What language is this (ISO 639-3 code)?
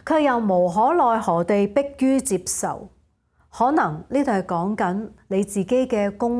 yue